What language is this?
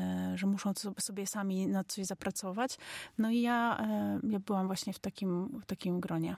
Polish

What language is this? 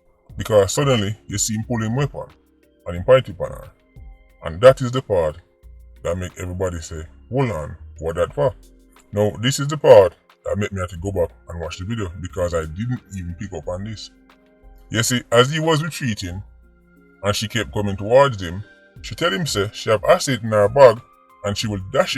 Jamaican Creole English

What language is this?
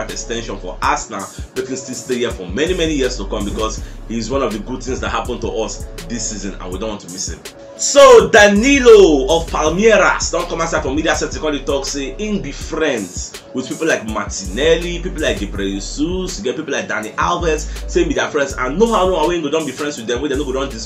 Nigerian Pidgin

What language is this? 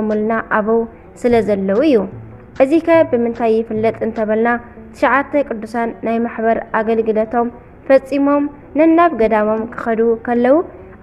Tigrinya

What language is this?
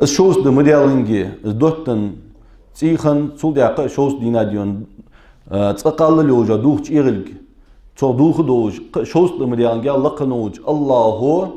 Ingush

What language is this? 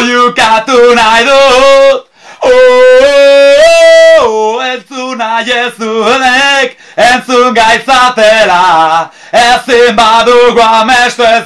Basque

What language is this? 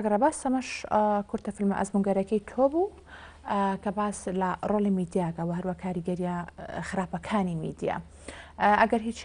Central Kurdish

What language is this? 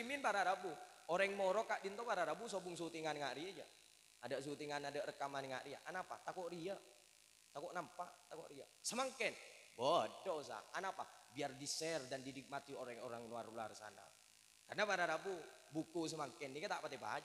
Madurese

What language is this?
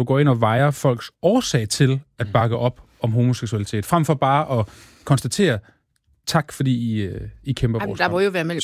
Danish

